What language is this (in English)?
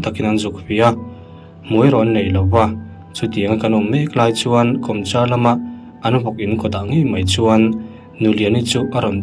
Mizo